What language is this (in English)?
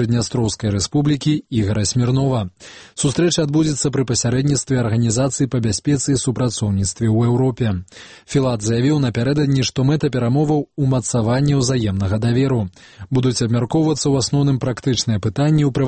Belarusian